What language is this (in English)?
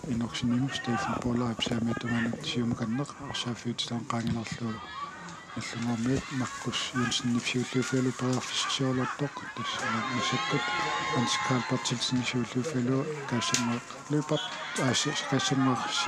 Kalaallisut